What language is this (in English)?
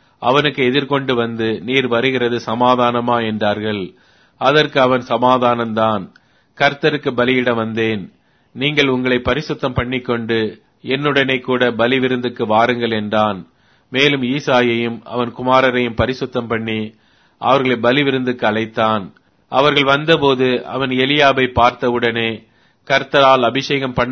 Tamil